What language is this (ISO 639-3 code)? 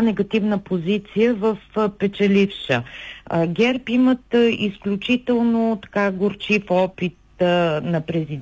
bul